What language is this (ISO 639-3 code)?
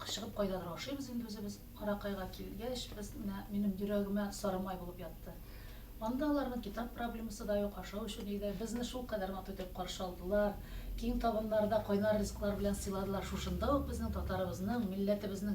tat